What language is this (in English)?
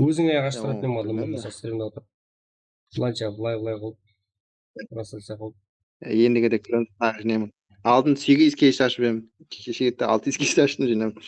Kara-Kalpak